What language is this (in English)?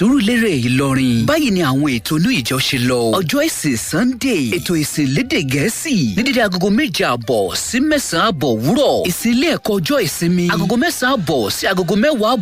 Yoruba